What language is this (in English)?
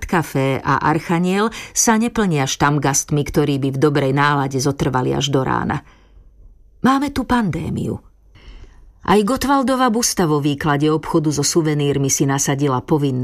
Slovak